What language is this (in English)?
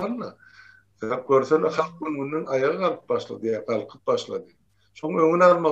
Turkmen